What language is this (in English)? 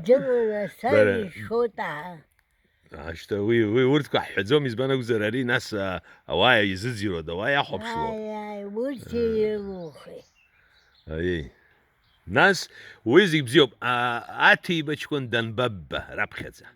Abkhazian